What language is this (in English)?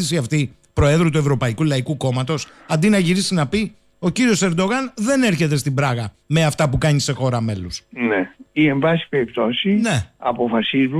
Greek